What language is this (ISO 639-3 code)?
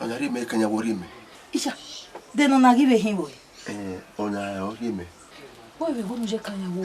bin